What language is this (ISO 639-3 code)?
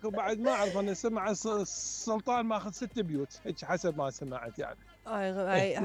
acm